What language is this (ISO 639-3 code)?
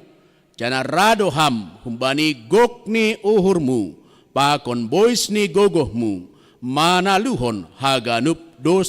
bts